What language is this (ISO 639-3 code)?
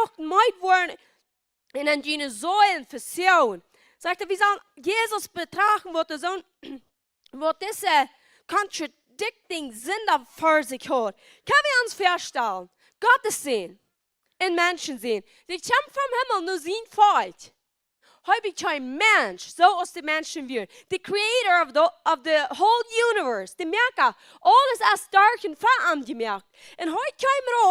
pdt